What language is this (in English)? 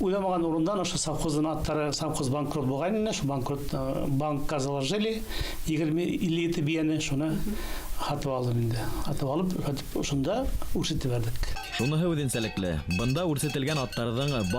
Bashkir